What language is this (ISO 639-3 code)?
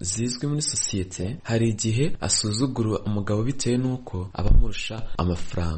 kin